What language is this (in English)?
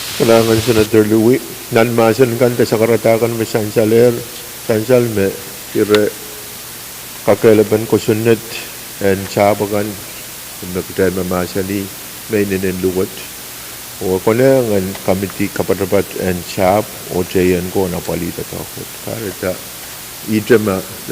Pohnpeian